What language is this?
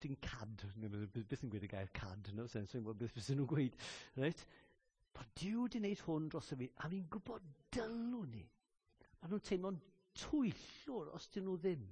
Welsh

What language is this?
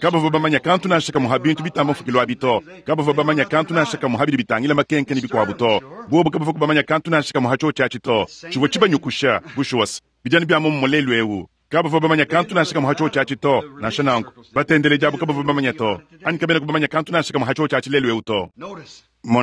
Luba-Lulua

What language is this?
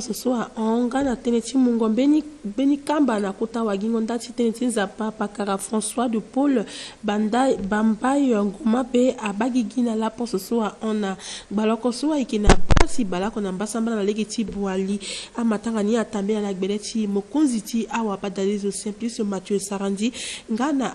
Sango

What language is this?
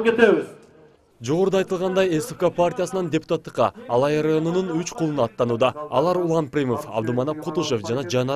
Kyrgyz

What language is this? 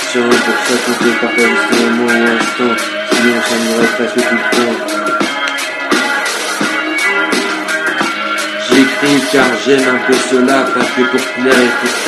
French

